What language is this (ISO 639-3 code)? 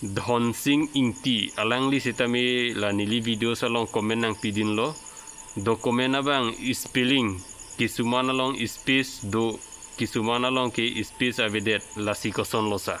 mjw